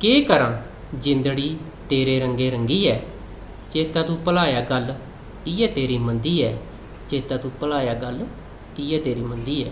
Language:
Dogri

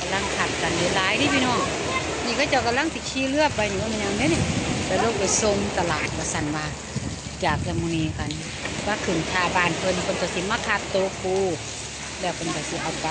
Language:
Northeastern Thai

